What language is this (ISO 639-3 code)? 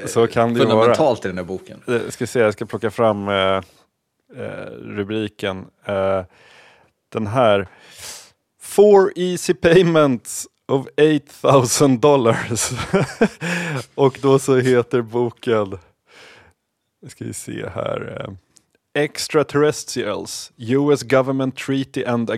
swe